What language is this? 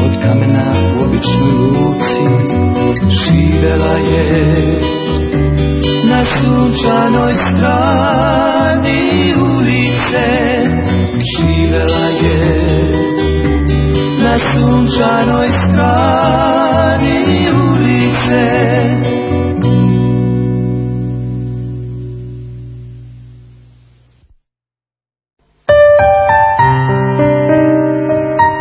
Serbian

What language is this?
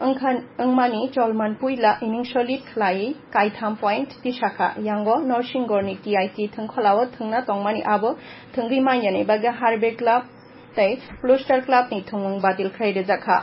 Kok Borok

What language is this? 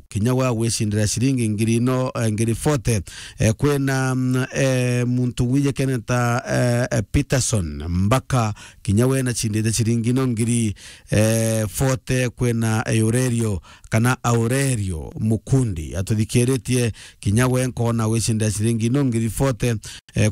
Meru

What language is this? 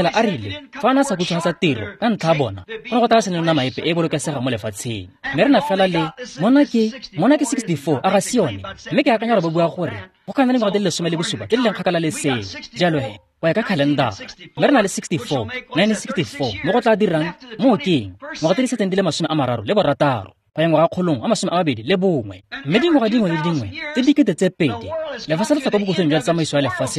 Tswana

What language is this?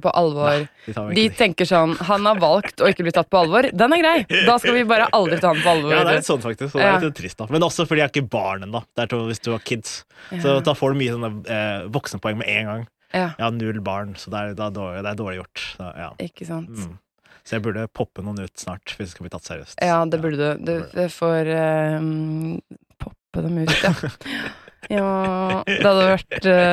Norwegian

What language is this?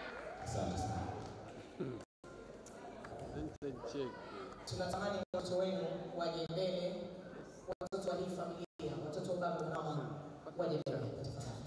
Swahili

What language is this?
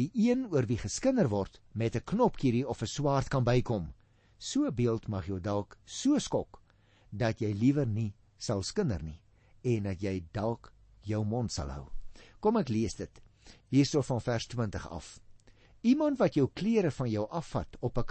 Afrikaans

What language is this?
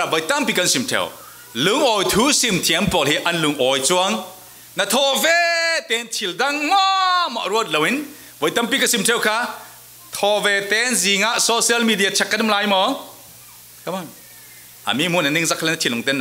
Falam Chin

